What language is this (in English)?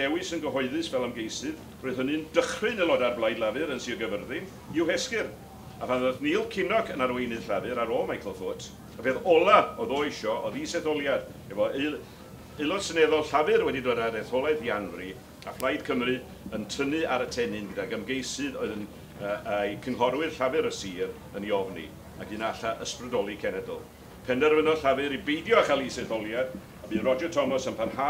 Welsh